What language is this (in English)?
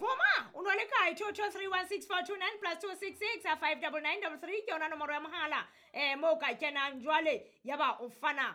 Southern Sotho